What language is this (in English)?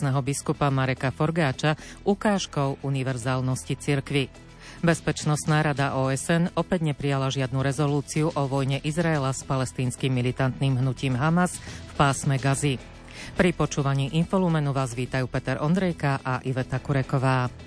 Slovak